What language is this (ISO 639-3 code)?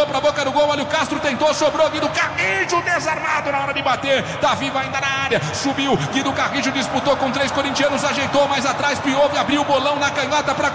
por